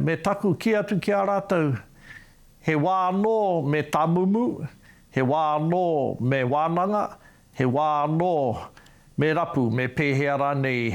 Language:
Māori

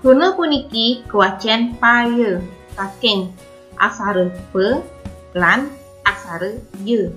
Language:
Balinese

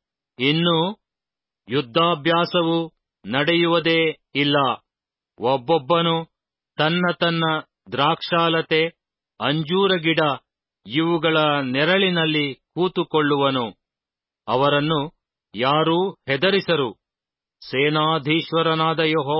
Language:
Kannada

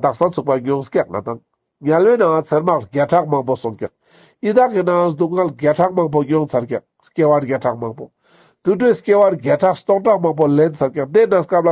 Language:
Ladakhi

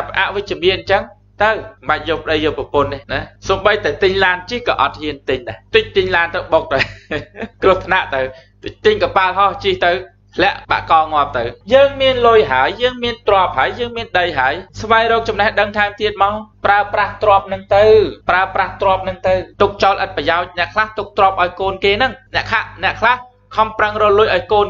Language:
Khmer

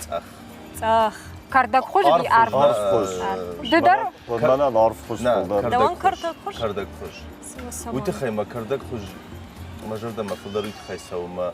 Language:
Ossetic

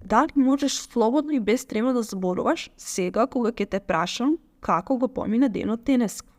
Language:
Macedonian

